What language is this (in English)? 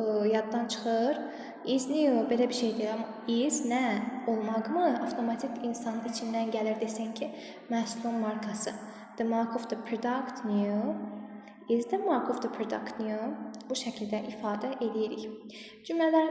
Azerbaijani